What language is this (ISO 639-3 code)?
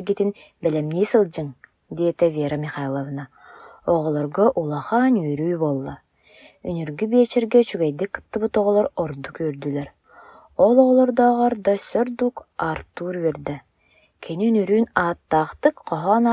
sah